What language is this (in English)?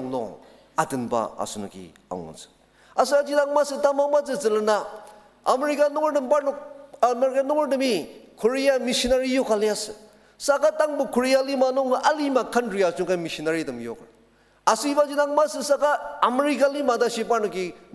Ao Naga